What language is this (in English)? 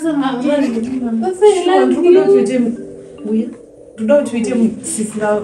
Shona